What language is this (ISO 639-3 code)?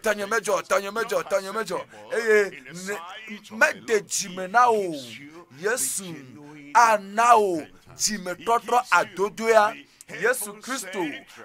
ewe